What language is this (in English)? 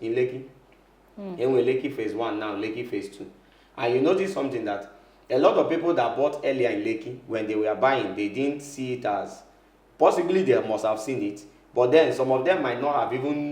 Igbo